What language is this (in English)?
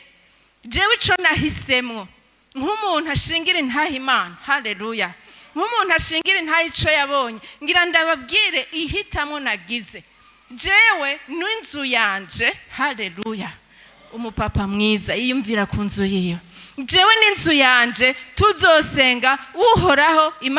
Rundi